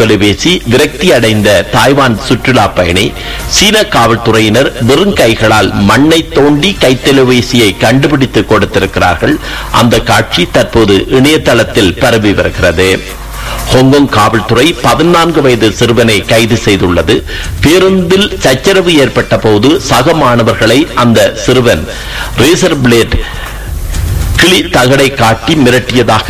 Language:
Tamil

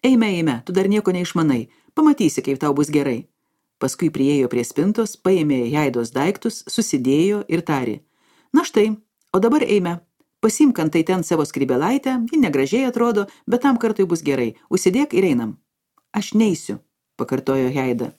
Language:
Lithuanian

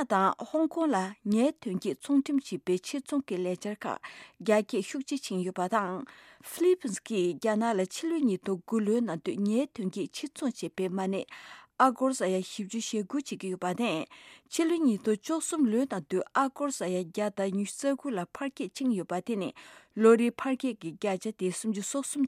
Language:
Tibetan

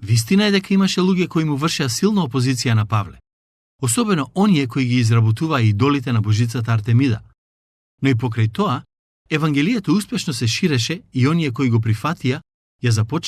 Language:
Macedonian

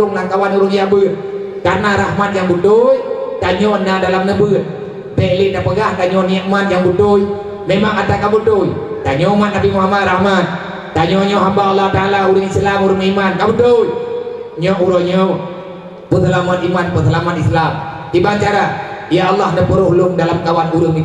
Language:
Achinese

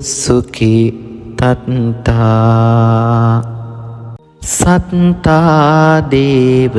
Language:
Sinhala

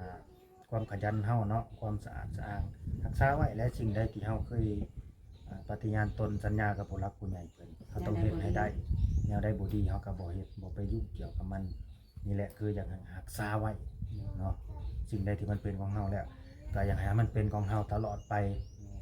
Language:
Lao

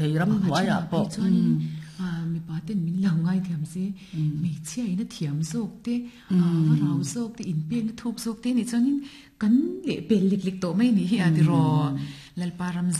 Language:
Mizo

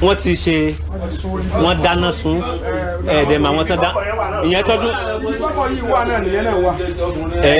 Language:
Yoruba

